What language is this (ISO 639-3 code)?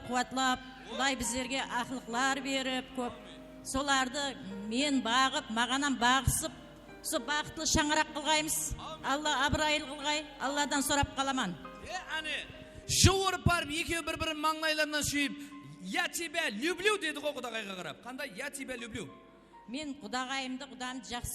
kaa